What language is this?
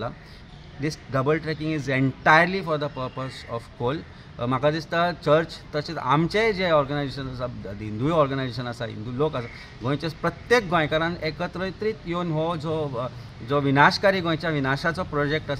Konkani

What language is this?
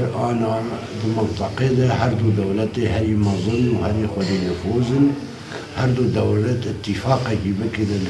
Kurdish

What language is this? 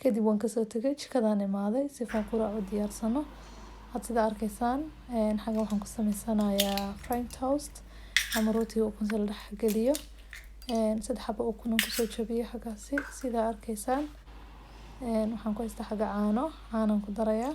Somali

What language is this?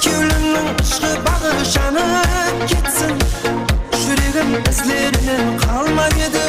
Kara-Kalpak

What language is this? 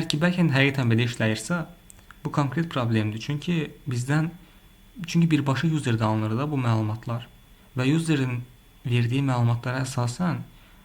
Azerbaijani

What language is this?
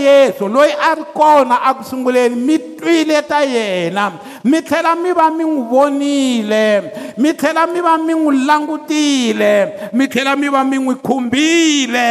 Tsonga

